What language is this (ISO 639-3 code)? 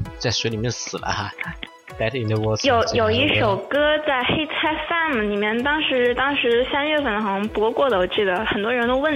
zho